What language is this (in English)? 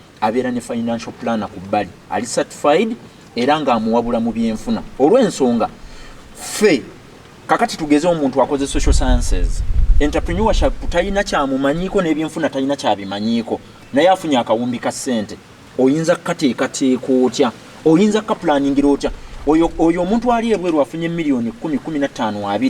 Ganda